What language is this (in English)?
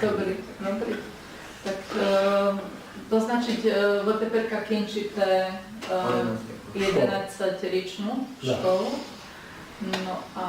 Rusyn